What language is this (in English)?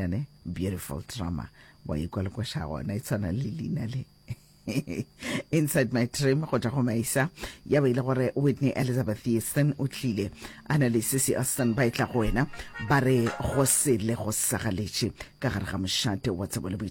Northern Sotho